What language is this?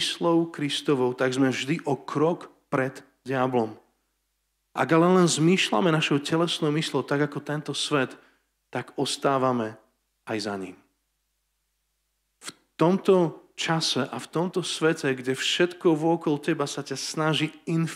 Slovak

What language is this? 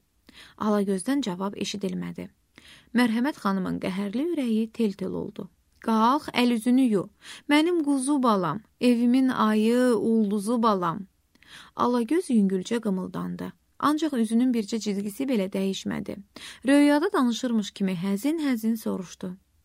Azerbaijani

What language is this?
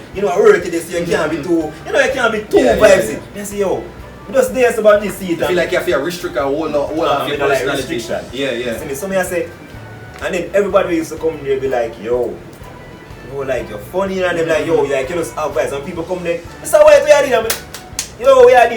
Jamaican Creole English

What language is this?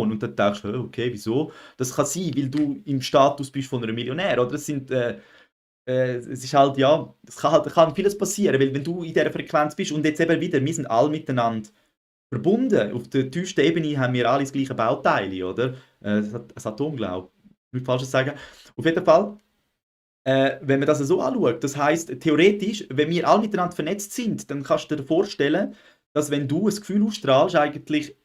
Swiss German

